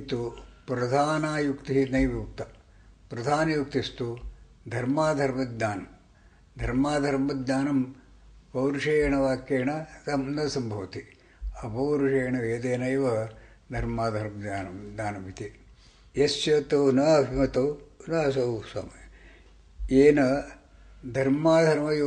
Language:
Sanskrit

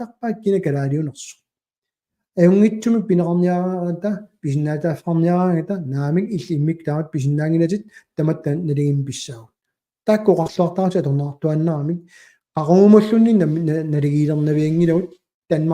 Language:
Kalaallisut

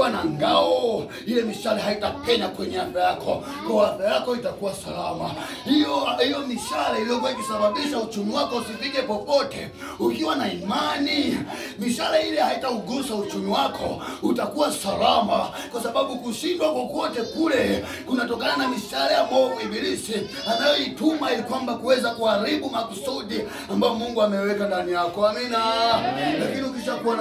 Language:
Swahili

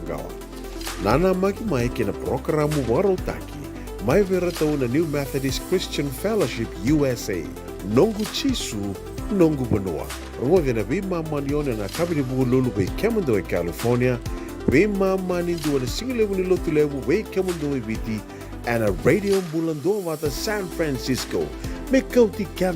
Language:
Fijian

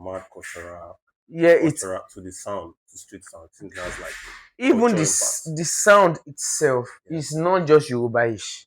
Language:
Nigerian Pidgin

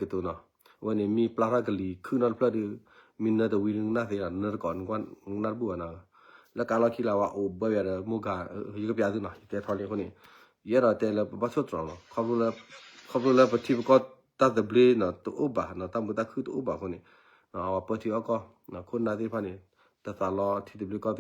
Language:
S'gaw Karen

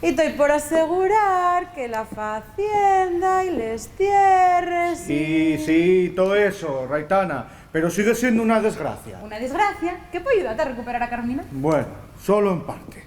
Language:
Asturian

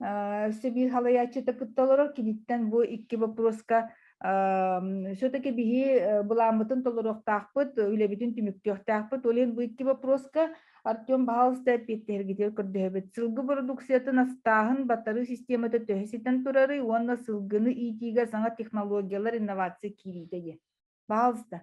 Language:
Yakut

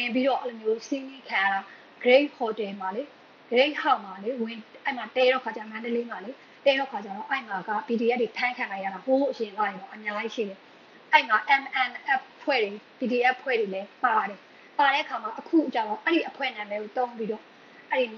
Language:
Burmese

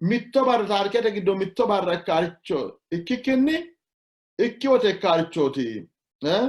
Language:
Sidamo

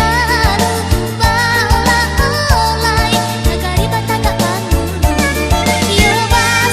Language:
Minangkabau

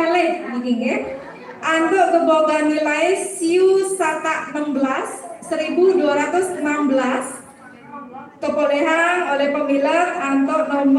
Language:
Balinese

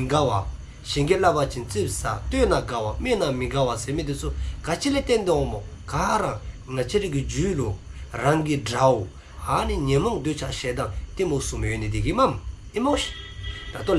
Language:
Dzongkha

